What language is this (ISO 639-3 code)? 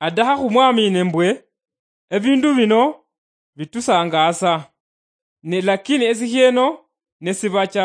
luy